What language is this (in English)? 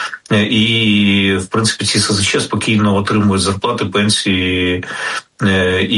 Ukrainian